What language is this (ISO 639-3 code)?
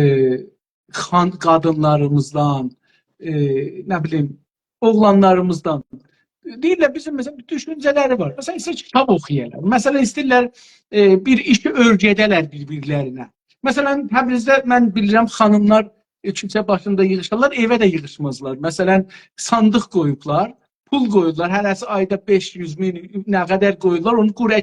azb